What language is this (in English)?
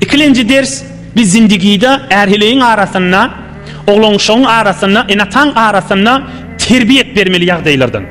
Turkmen